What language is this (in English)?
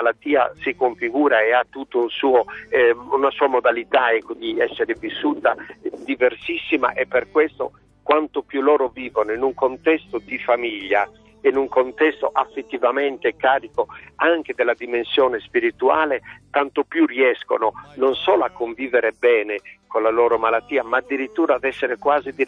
Italian